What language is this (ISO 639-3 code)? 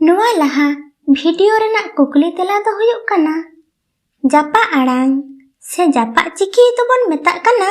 sat